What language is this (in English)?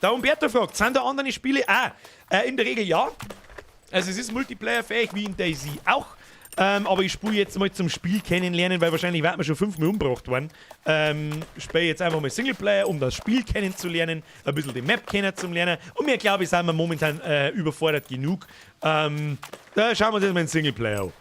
Bavarian